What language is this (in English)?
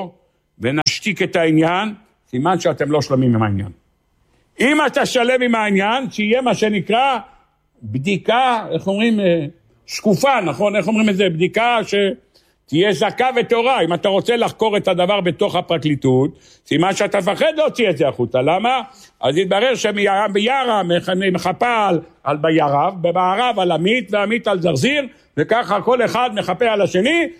Hebrew